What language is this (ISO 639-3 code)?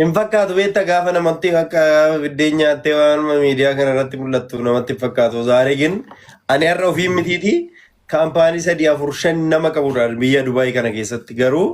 orm